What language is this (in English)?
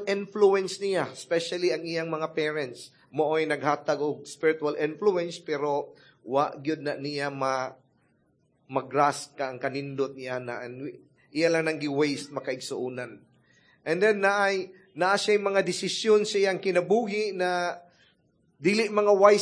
Cebuano